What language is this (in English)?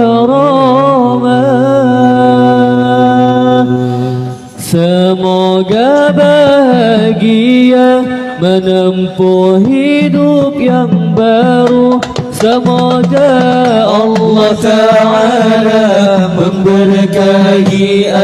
Banjar